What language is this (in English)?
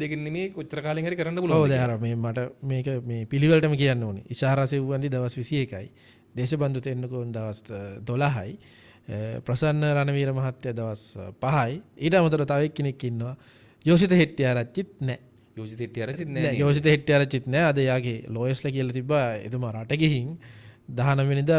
Sinhala